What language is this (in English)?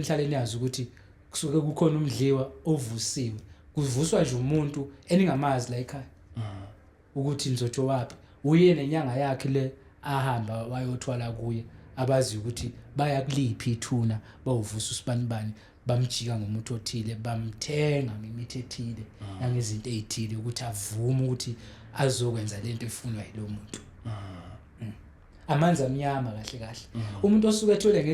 Zulu